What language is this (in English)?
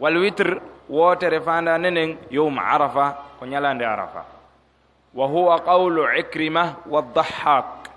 Pular